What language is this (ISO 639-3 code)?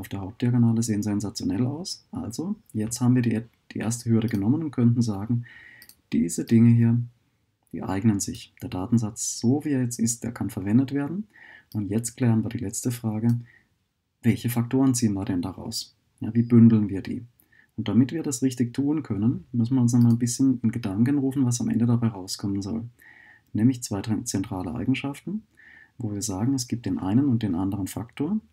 deu